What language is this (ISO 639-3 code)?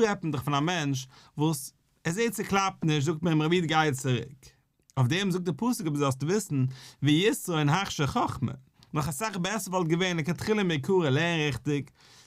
yid